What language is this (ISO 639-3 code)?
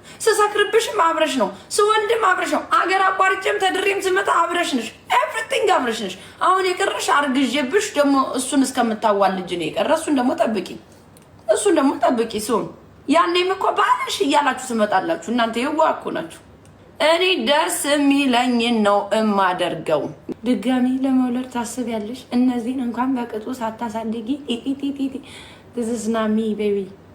amh